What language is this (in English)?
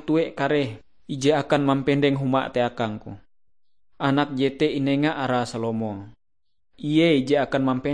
Ngaju